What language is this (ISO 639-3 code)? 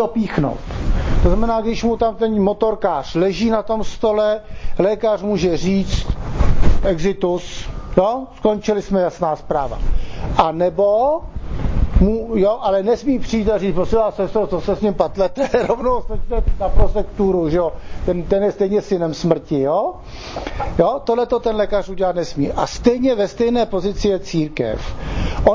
ces